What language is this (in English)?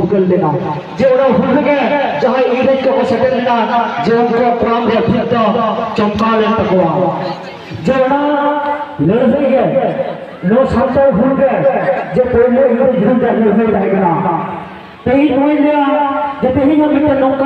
Santali